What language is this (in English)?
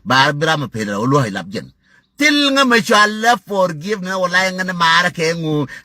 Nuer